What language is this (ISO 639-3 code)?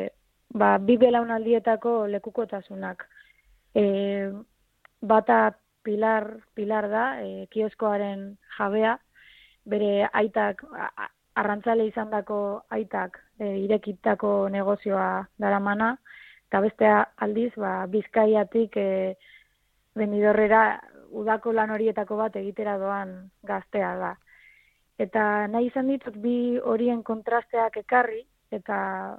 eus